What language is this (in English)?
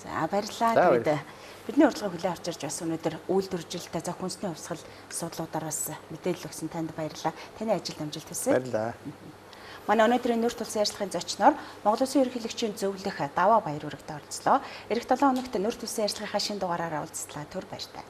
Mongolian